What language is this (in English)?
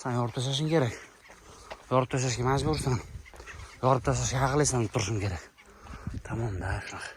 Uzbek